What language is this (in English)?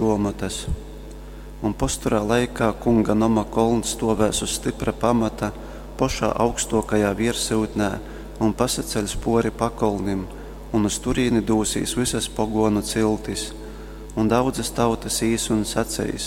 Latgalian